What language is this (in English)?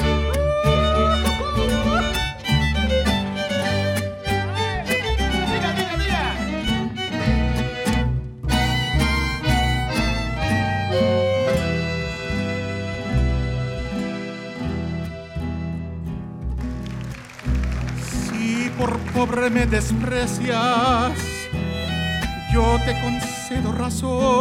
Spanish